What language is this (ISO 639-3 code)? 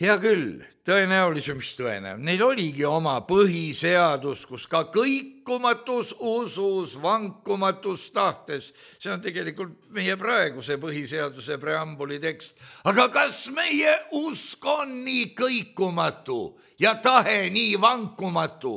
est